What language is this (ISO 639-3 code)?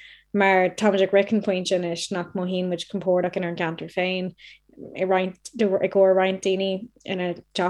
gle